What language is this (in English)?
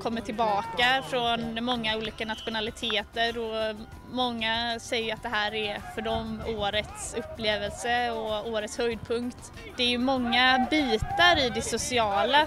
Swedish